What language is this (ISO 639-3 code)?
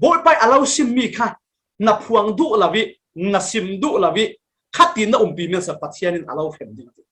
cfm